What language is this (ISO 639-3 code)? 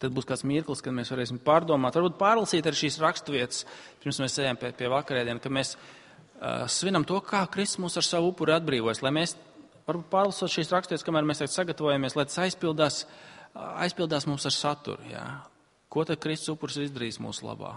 lav